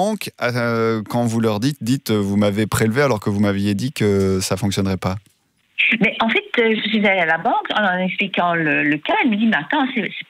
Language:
French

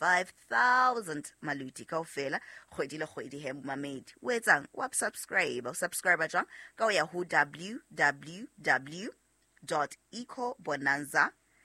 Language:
Southern Sotho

